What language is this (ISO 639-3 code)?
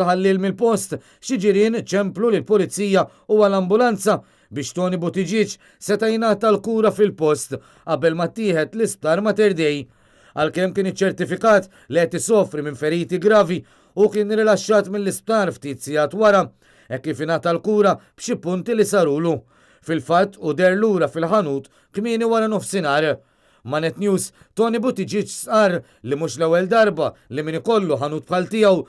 mlt